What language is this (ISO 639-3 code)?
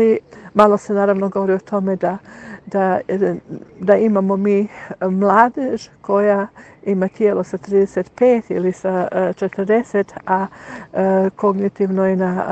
hrv